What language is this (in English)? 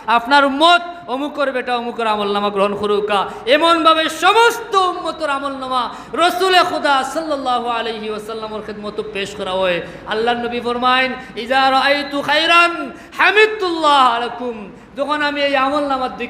Sylheti